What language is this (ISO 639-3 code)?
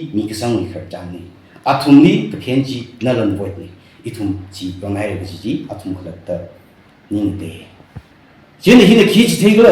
nmf